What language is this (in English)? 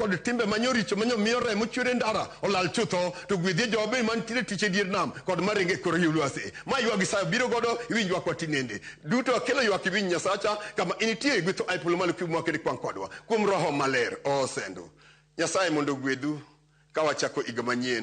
Luo (Kenya and Tanzania)